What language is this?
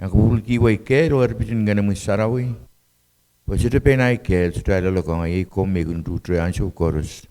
Pohnpeian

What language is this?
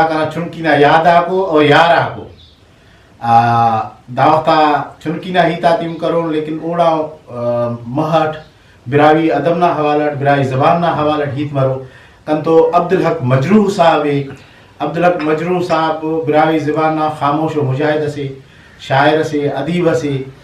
Brahui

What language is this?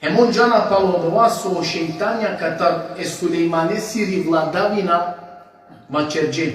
Balkan Romani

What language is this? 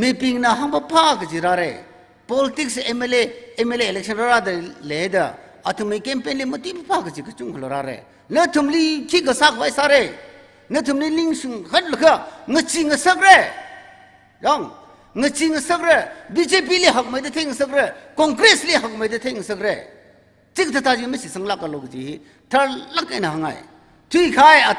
Tangkhul Naga (India)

